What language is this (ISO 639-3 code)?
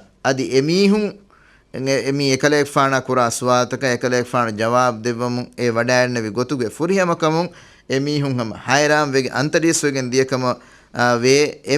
div